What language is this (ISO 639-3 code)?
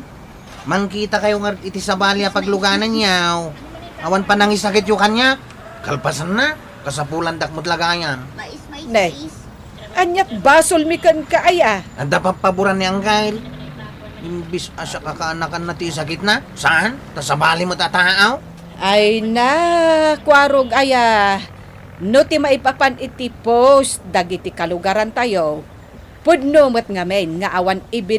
ilo